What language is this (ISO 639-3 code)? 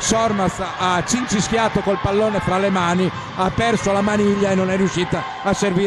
ita